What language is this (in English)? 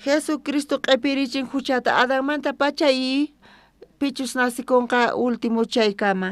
South Bolivian Quechua